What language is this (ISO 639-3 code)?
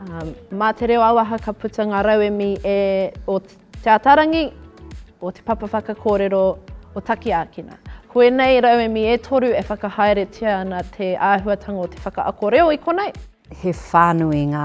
mri